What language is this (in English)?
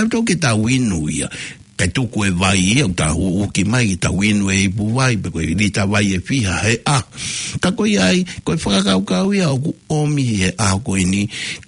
Tongan